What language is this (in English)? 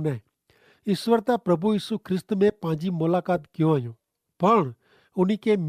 Kachhi